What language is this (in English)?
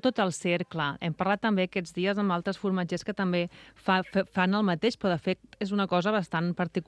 Catalan